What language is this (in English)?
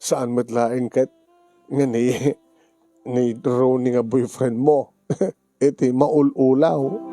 Iloko